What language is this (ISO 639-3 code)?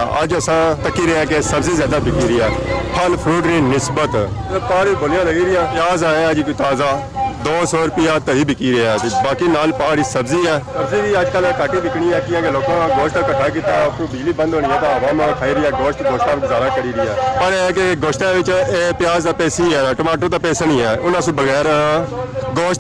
phr